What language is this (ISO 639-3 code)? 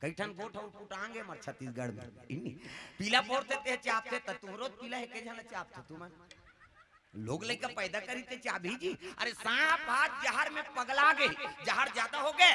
hne